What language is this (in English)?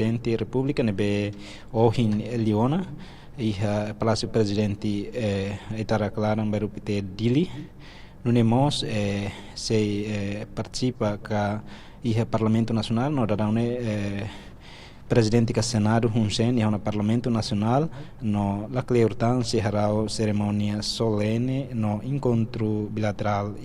Tetum